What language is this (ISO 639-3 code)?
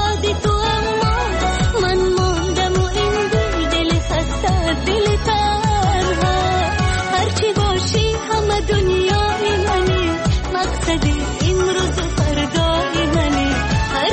fas